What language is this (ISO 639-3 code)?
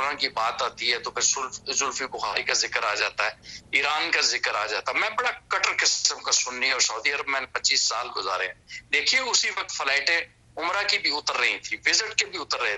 urd